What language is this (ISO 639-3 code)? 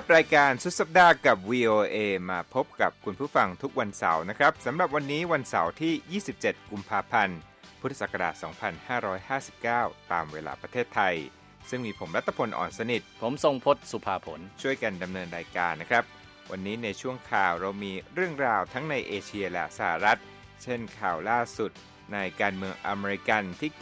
tha